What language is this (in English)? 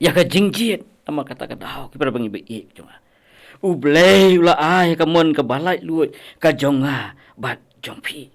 Khasi